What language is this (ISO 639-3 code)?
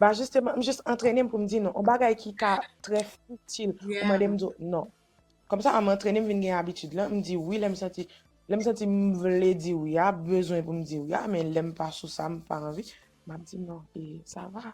hat